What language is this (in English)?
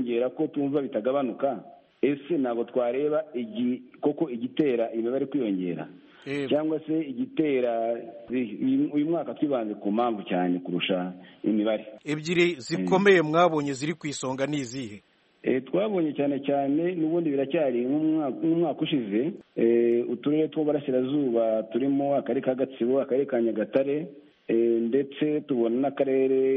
Kinyarwanda